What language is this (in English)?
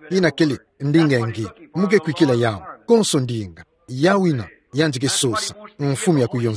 Kituba (Democratic Republic of Congo)